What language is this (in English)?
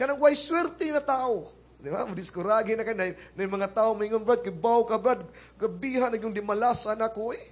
Cebuano